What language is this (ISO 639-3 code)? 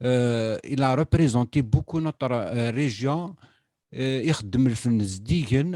kab